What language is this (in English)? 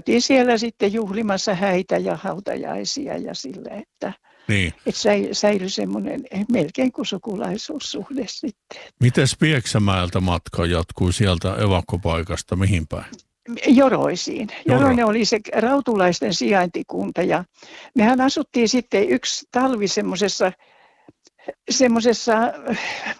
Finnish